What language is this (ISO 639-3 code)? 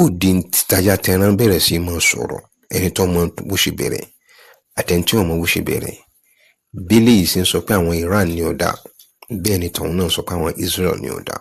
yor